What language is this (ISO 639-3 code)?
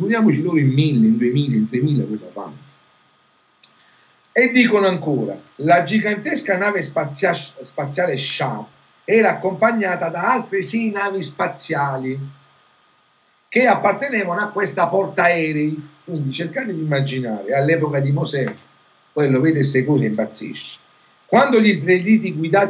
ita